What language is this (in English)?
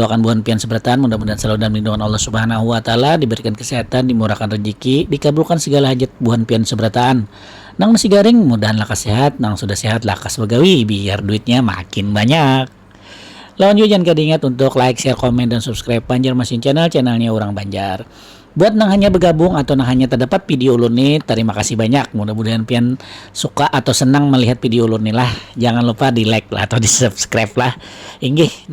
Banjar